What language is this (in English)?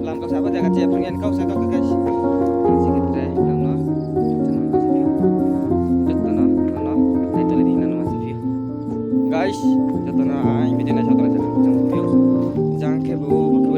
Riang (India)